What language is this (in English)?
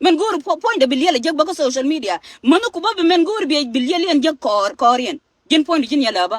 Nuer